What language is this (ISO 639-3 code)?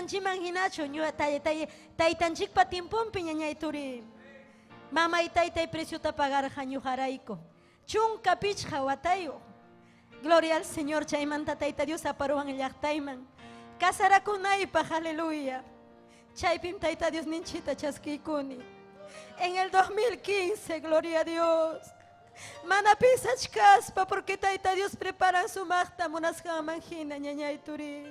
quy